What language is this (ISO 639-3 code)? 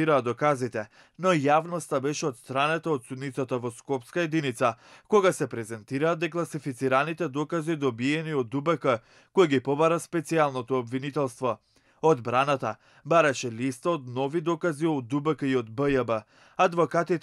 mkd